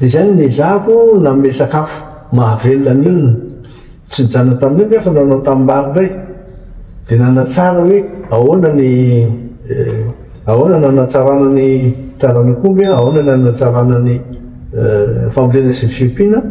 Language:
Malagasy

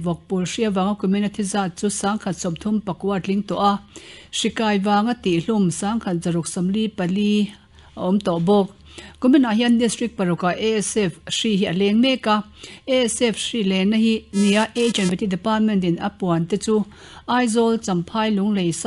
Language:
Mizo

